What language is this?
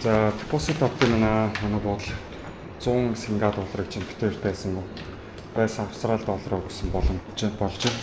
Mongolian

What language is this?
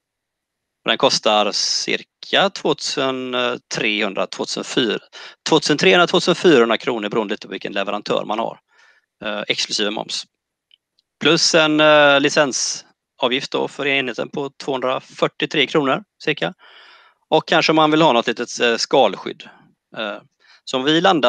Swedish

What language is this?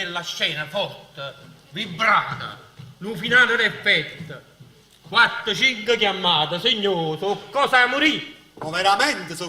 Neapolitan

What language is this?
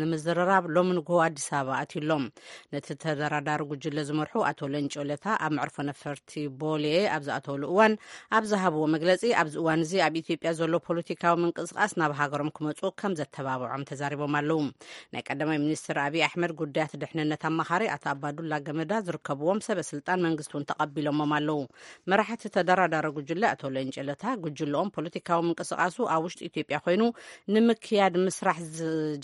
Tigrinya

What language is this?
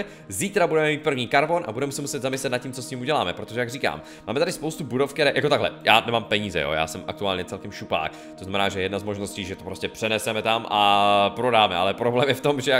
Czech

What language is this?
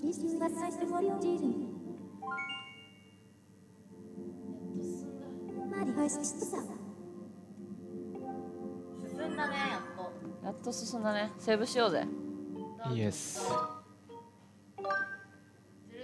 Japanese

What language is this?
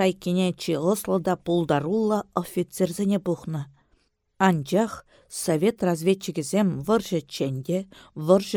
Chuvash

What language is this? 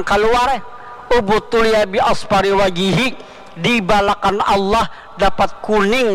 Banjar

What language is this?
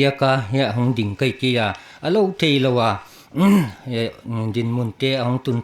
Paite Chin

